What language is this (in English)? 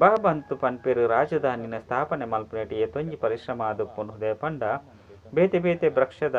Tulu